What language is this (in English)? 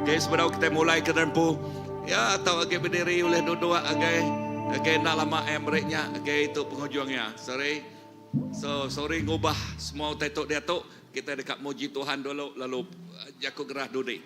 Iban